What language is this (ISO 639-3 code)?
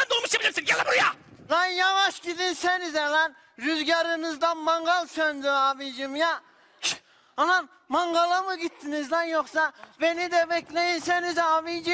tur